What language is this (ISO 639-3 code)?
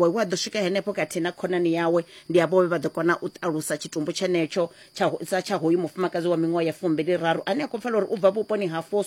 ven